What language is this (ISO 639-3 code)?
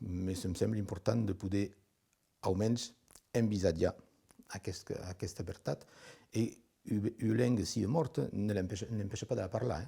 oci